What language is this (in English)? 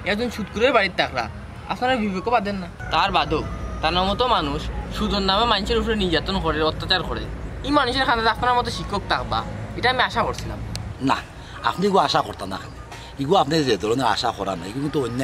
Sylheti